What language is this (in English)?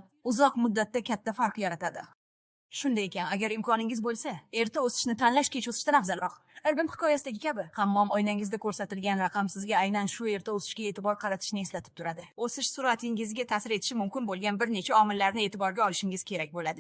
Uzbek